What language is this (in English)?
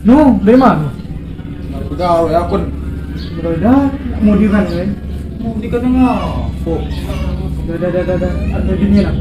Musi